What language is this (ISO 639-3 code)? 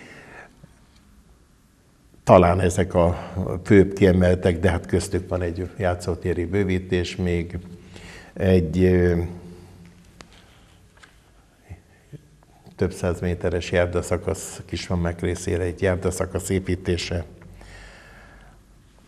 hun